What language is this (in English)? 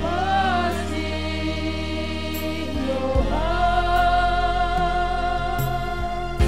Batak Simalungun